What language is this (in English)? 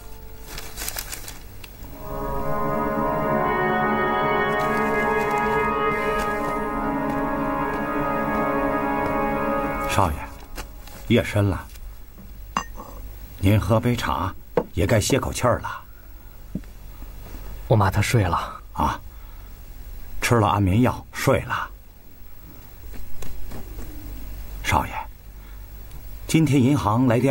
Chinese